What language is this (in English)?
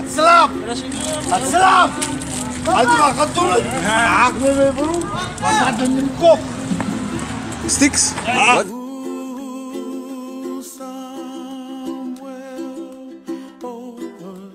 Afrikaans